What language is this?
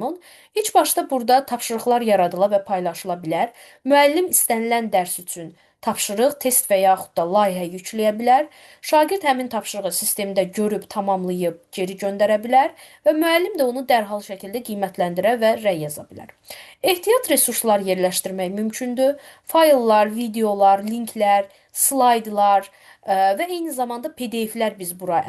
Azerbaijani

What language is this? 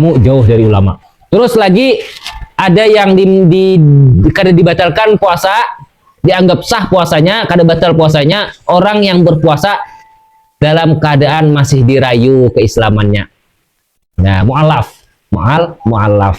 Banjar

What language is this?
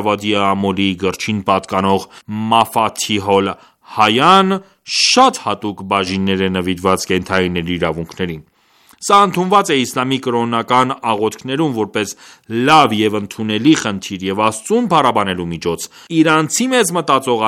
Armenian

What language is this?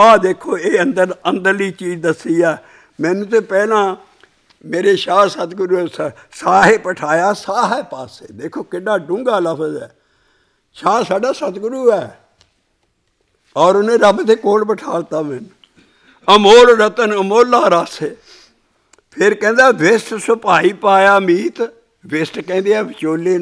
Punjabi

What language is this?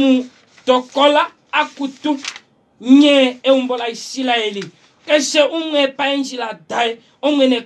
Kuanyama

